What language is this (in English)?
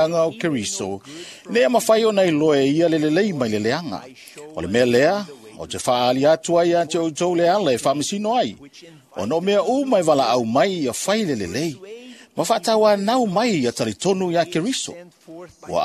Samoan